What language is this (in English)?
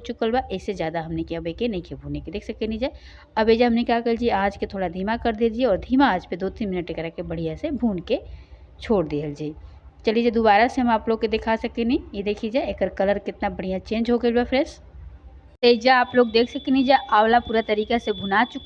Bhojpuri